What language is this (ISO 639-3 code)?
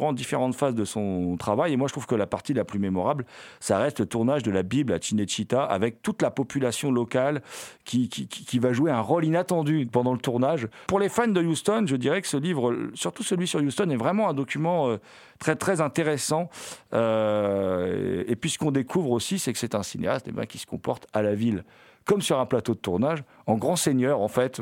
fra